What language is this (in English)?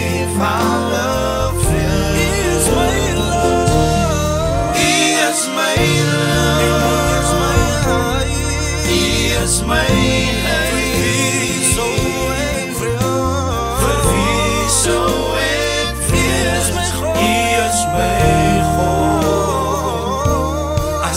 Afrikaans